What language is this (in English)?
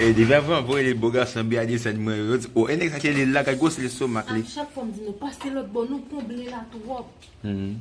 Haitian Creole